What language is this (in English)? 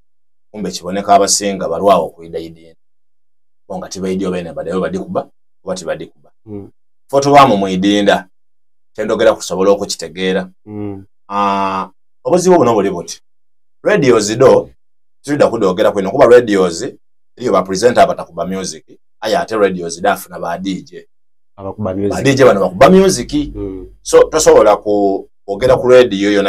Soga